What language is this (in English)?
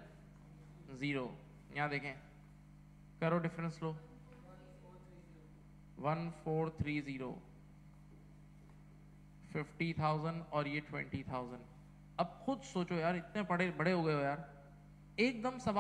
Hindi